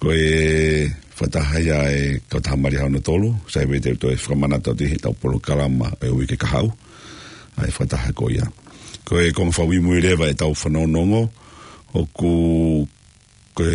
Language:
Tongan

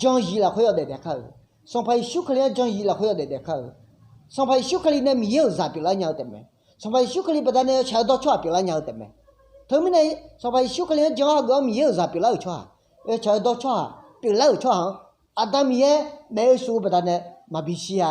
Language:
Akha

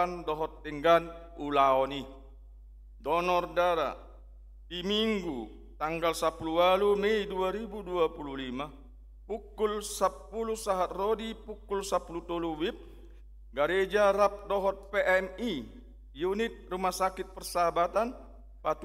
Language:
Batak Toba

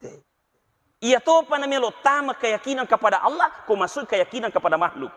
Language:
Buginese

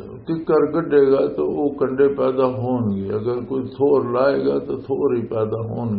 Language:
Western Panjabi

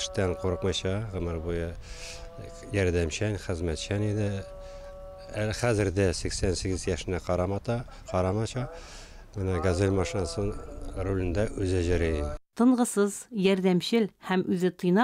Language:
Tatar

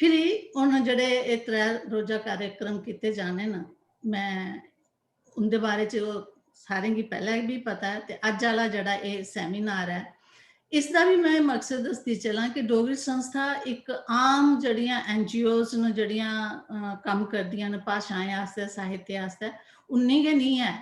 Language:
Dogri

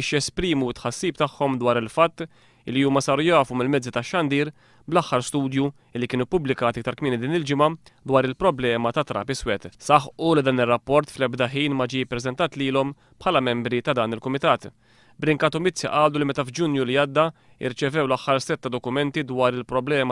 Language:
Maltese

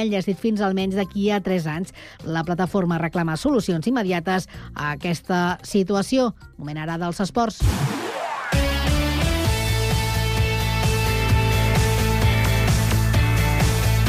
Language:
Catalan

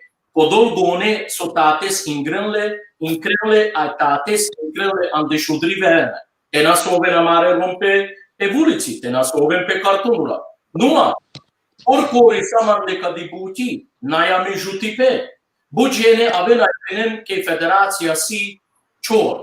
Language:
Balkan Romani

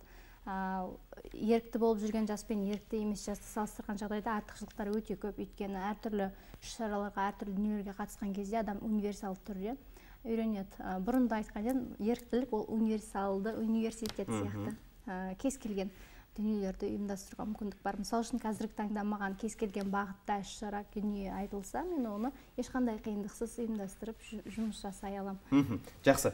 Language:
Kazakh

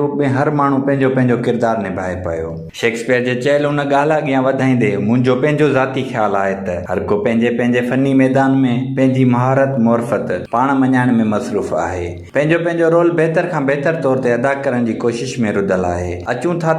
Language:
Sindhi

